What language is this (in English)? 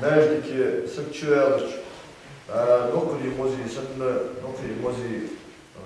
Ingush